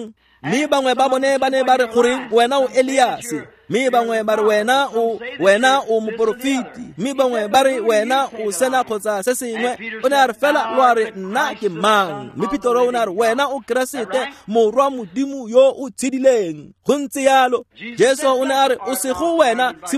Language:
Tswana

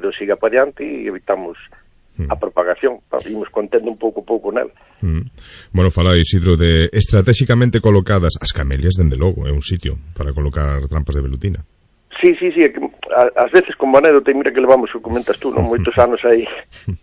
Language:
Galician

